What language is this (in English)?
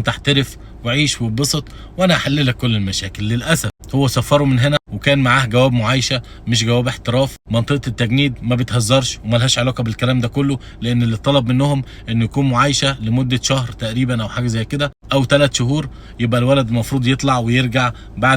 Egyptian Arabic